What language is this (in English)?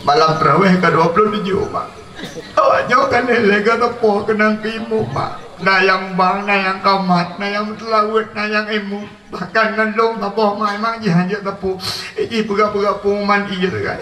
Achinese